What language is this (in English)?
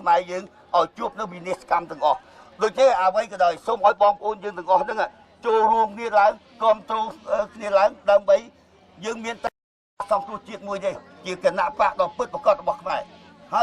Khmer